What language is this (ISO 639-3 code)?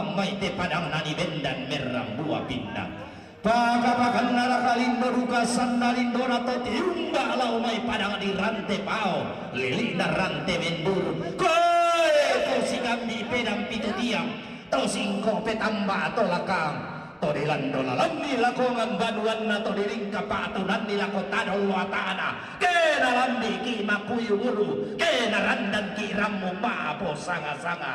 sda